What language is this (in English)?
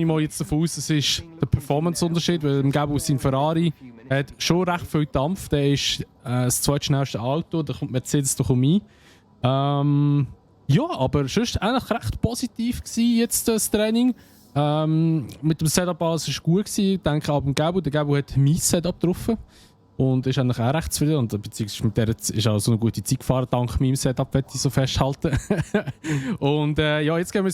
Swiss German